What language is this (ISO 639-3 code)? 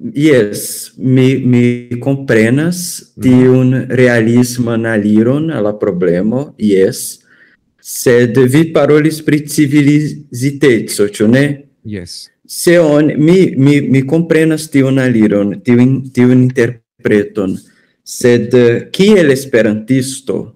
epo